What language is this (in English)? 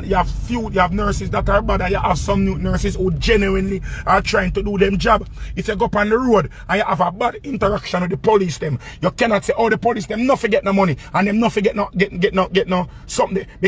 Jamaican Creole English